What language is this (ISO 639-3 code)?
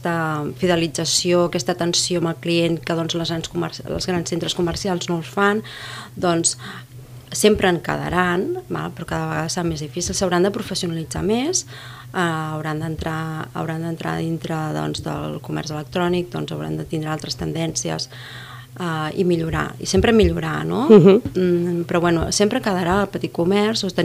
cat